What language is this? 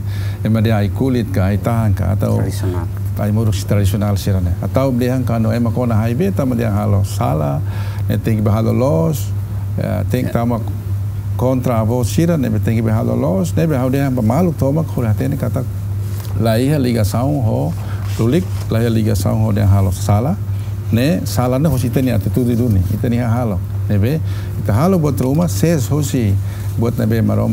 Tetum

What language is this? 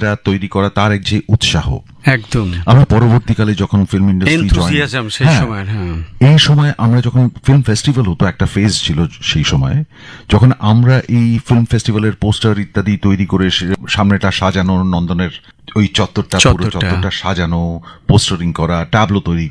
Bangla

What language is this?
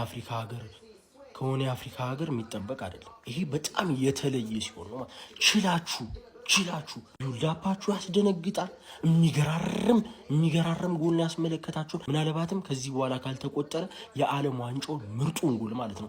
Amharic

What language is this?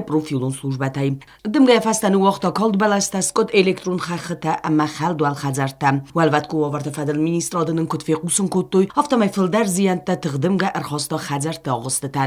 Ossetic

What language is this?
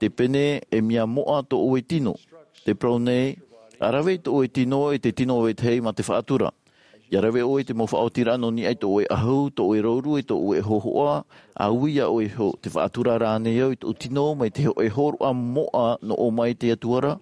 Tahitian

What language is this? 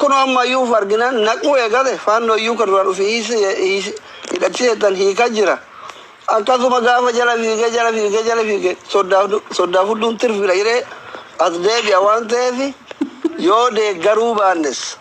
Oromo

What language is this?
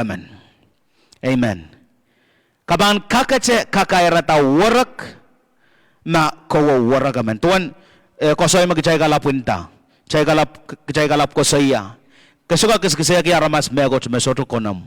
Pohnpeian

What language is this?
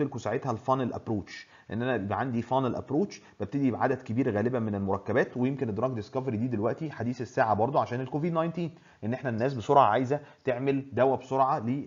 Egyptian Arabic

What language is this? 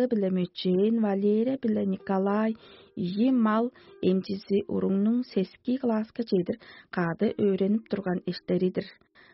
Tuvinian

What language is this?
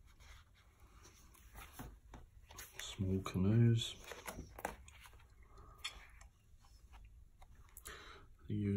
English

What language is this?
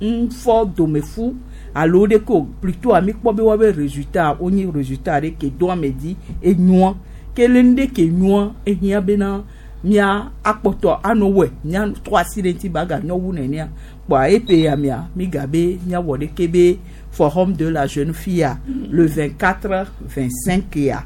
Gen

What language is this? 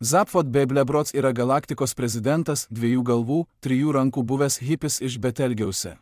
Lithuanian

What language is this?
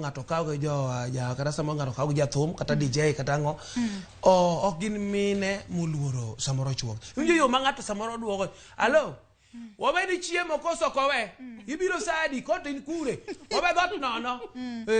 Luo (Kenya and Tanzania)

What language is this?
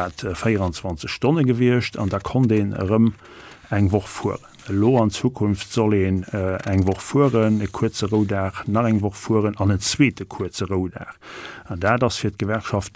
Luxembourgish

